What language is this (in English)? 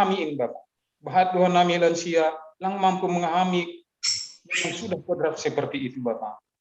Batak Simalungun